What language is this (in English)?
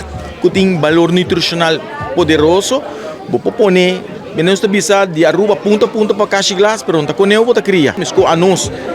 Papiamento